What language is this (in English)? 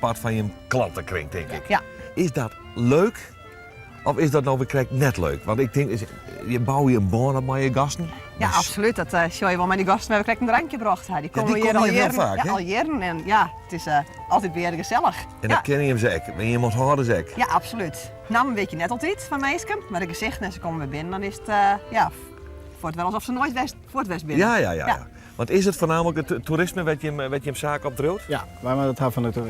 Western Frisian